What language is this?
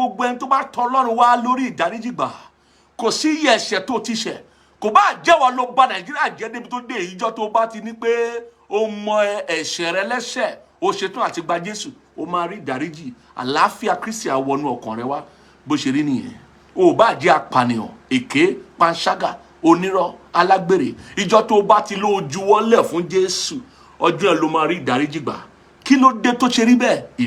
Yoruba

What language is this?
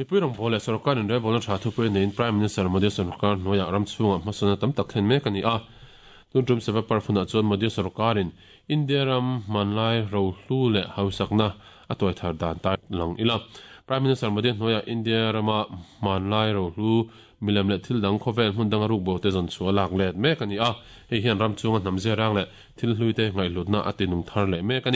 Mizo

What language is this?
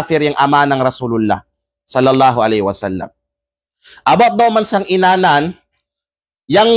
Kalagan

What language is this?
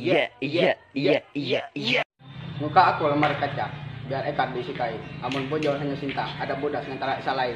Ma'anyan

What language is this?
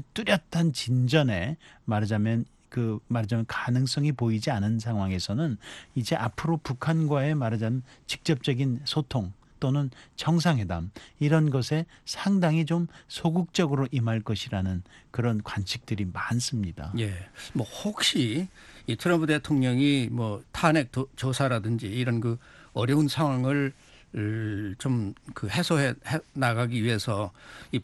Korean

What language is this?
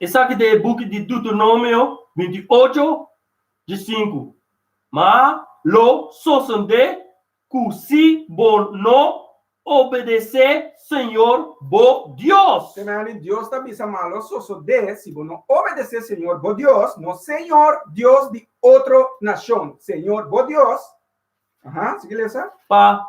Papiamento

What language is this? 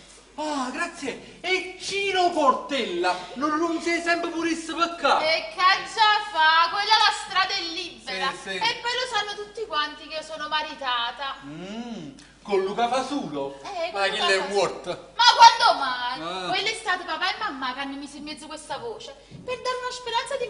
Neapolitan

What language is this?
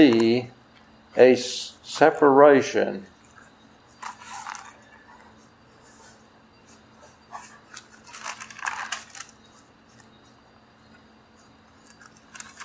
English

